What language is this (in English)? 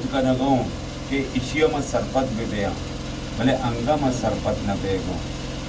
Baluchi